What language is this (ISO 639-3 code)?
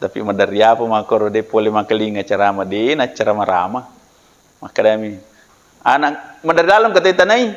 bug